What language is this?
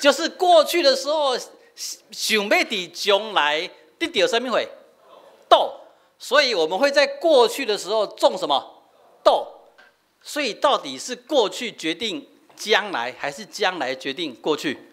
Min Nan Chinese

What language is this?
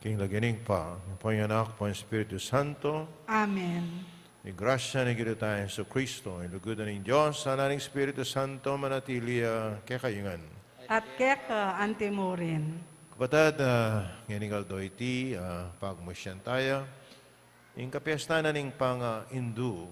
Pampanga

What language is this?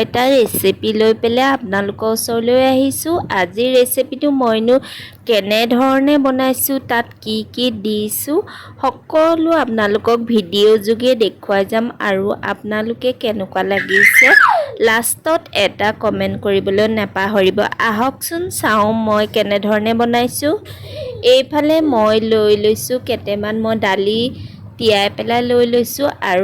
Assamese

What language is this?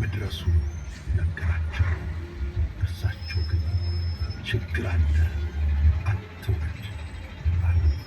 Amharic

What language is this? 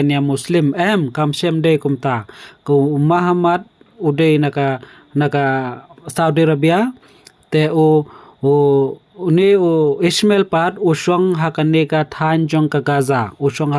Khasi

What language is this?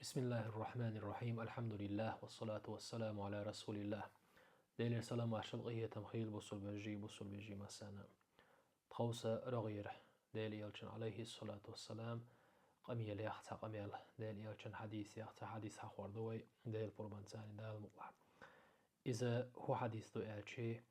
Chechen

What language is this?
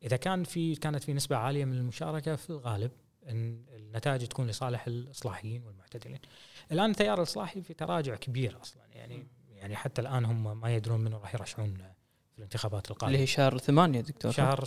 Gulf Arabic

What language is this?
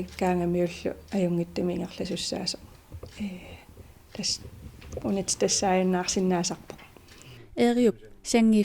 Kalaallisut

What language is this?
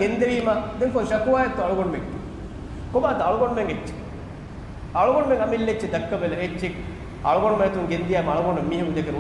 Divehi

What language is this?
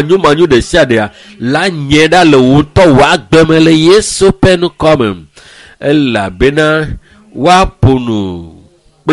Ewe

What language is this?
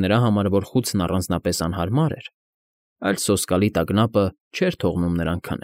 Armenian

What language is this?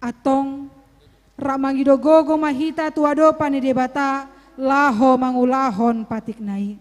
Batak Toba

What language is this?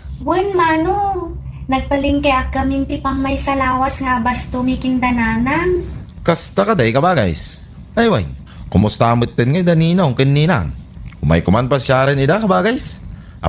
Iloko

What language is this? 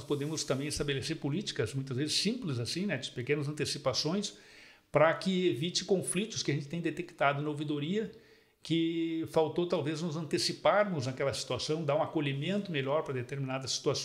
Portuguese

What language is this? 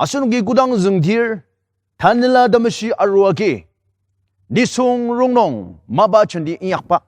Ao Naga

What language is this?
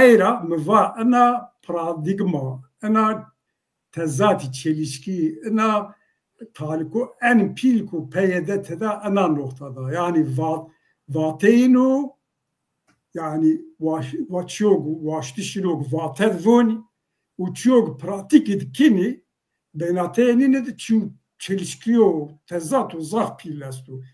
Zaza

